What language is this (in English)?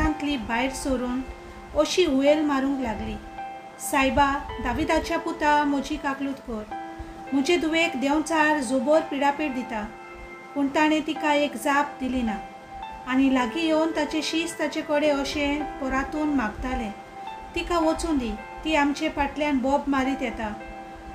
Konkani